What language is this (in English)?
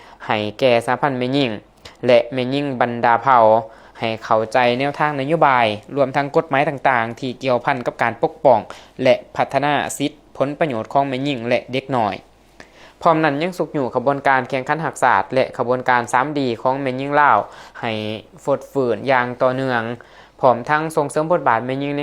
Lao